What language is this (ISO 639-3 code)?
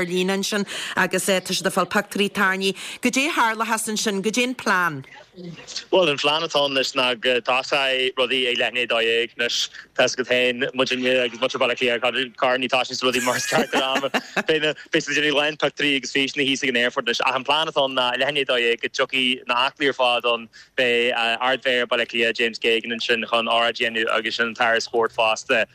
gle